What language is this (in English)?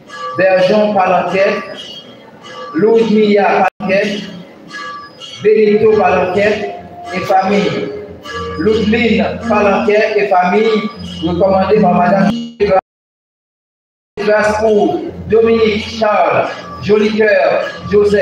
French